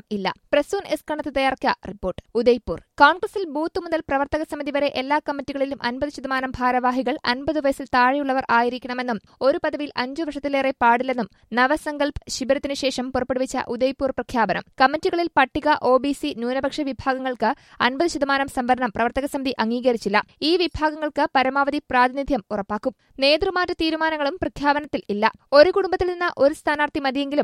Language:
Malayalam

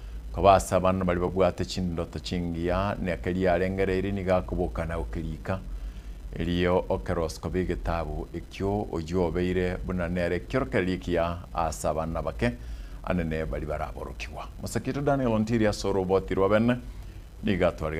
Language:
Gusii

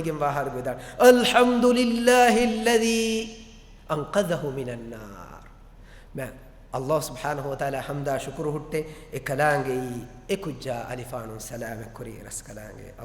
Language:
Divehi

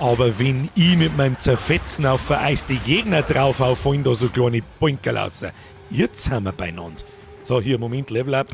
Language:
Bavarian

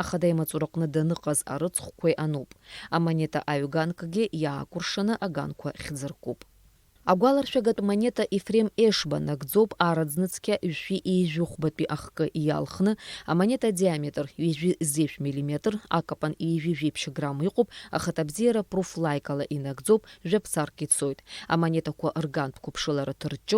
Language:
Abkhazian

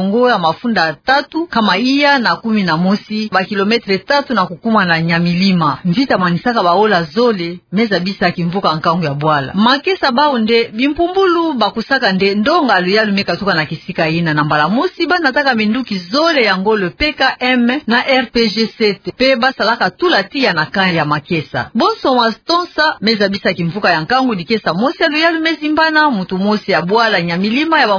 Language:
Kituba (Democratic Republic of Congo)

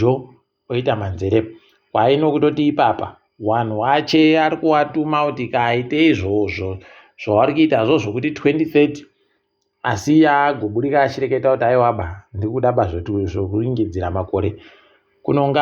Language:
Ndau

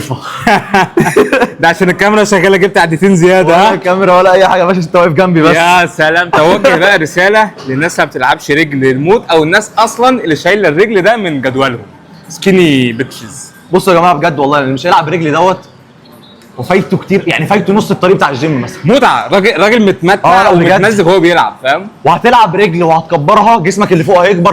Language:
Egyptian Arabic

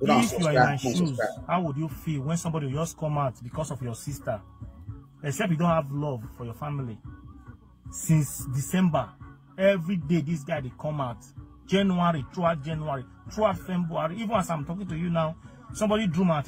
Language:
Nigerian Pidgin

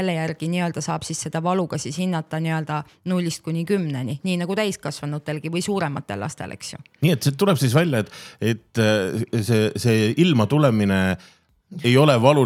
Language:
Estonian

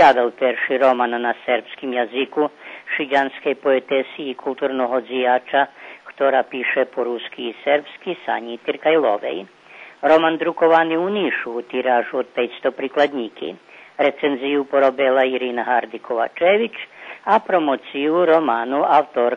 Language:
Rusyn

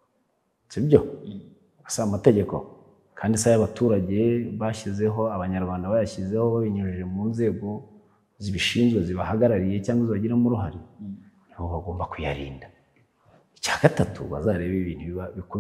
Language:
Kinyarwanda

